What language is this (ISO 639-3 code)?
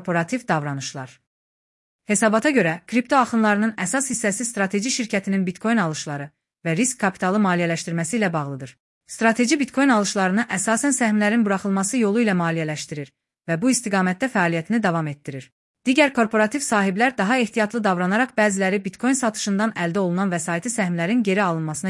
aze